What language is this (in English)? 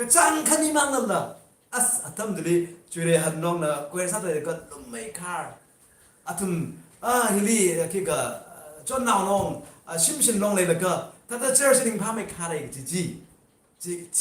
Tangkhul Naga (India)